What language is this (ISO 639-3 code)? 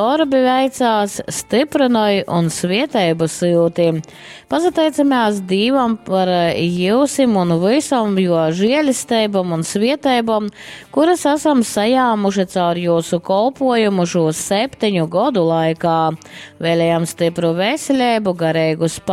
ltg